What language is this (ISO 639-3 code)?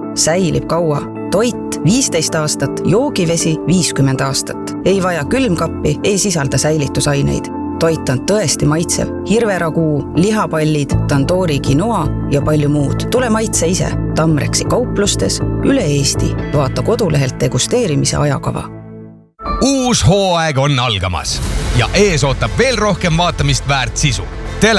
est